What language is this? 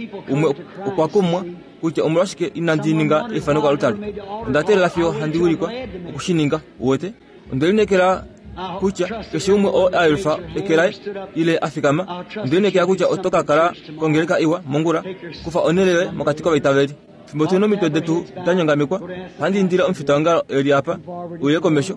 Kuanyama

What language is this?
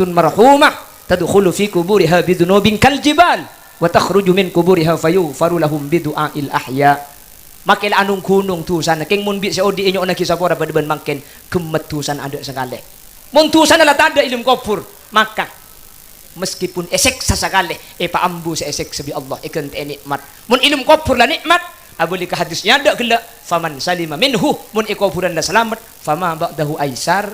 Madurese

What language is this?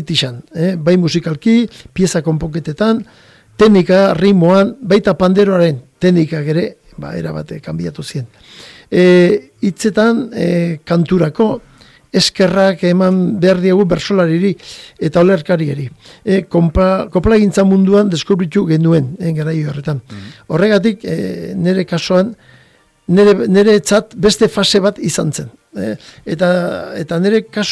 Basque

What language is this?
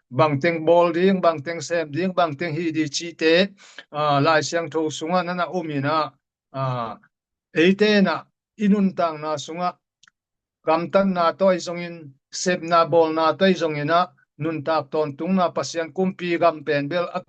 Tedim Chin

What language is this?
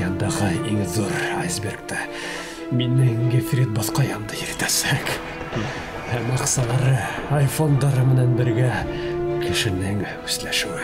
Bashkir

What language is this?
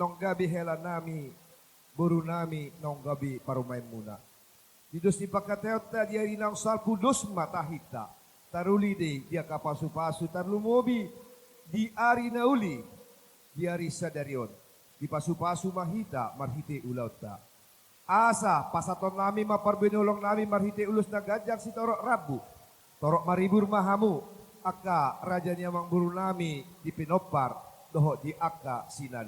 Batak Toba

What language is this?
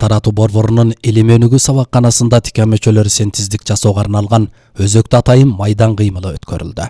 Kyrgyz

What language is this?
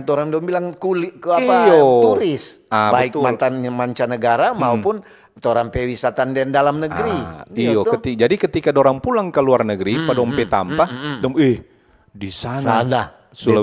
Manado Malay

